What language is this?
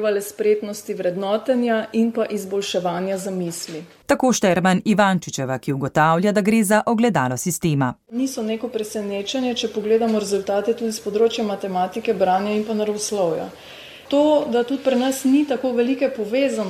Slovenian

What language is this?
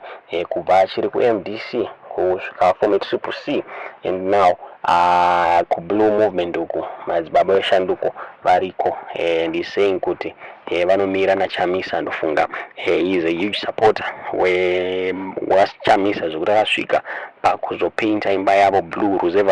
Shona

